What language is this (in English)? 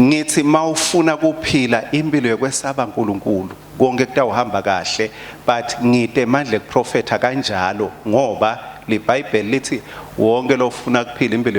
Swati